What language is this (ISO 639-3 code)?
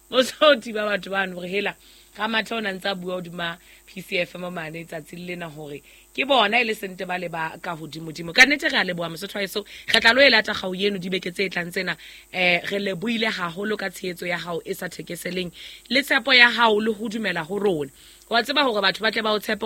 sot